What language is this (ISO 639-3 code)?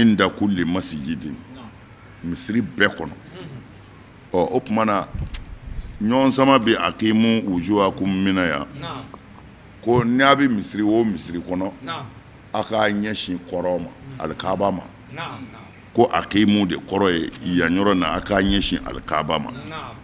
bam